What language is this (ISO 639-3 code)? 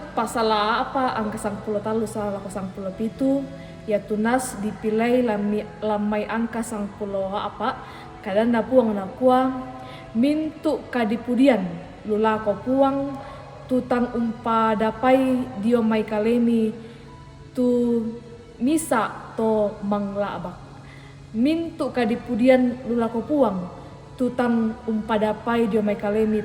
sda